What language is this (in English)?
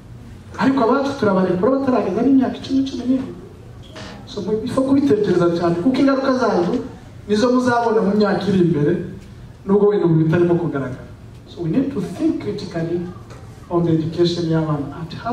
Kinyarwanda